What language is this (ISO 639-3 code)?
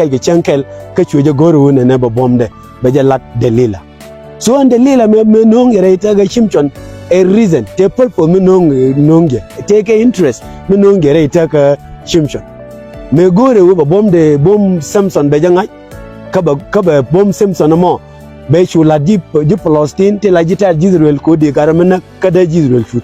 nus